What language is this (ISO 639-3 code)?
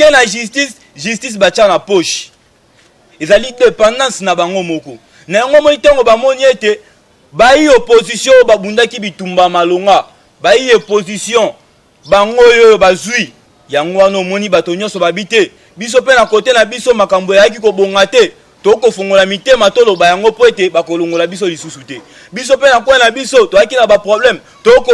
lin